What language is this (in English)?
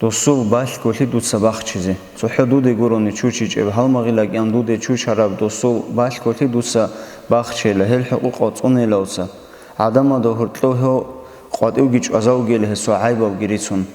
Avaric